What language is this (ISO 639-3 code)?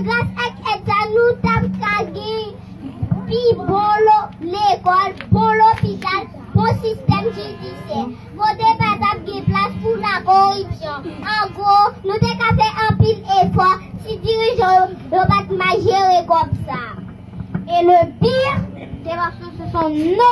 hat